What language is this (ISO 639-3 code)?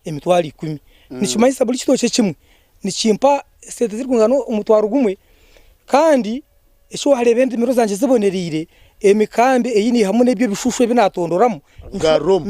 nyn